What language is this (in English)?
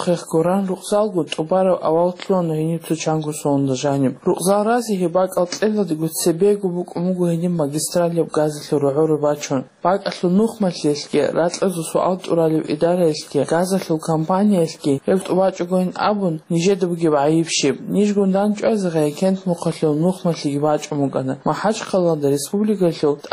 Avaric